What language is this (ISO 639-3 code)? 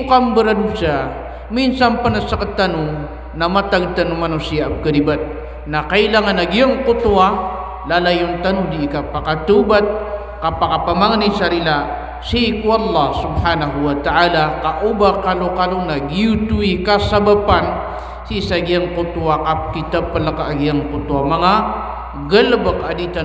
mrw